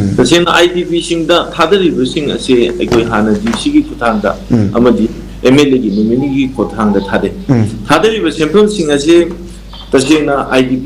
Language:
Manipuri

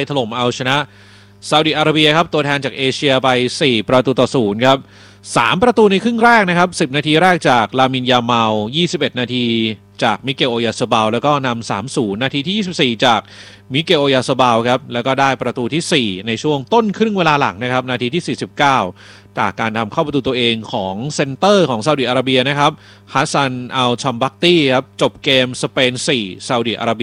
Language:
Thai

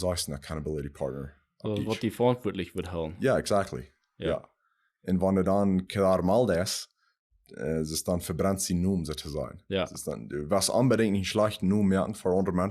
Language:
Plautdietsch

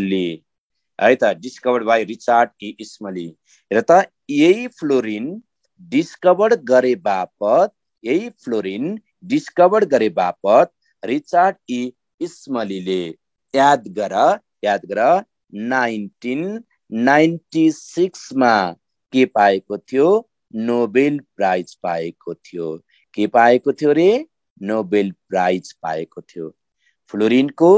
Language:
Nepali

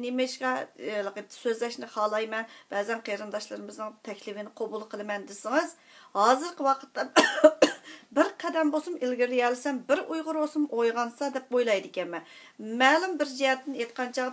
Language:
Uyghur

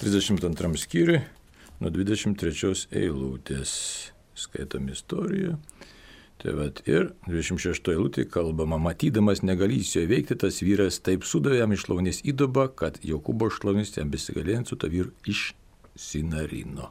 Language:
Lithuanian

